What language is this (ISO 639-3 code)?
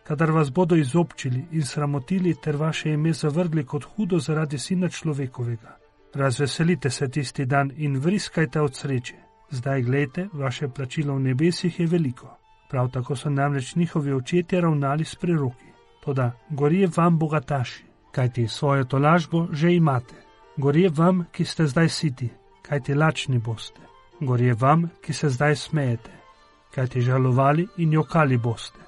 slv